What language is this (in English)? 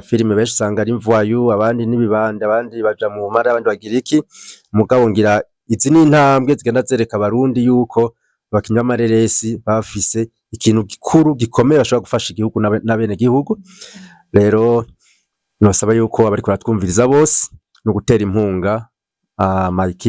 Rundi